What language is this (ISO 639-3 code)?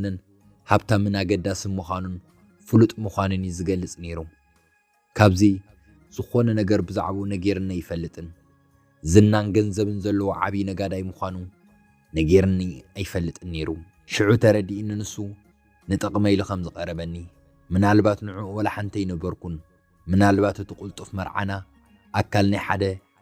tir